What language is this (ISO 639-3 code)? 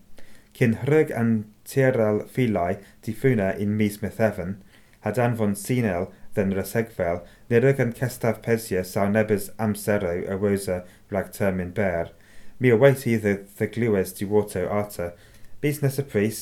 cym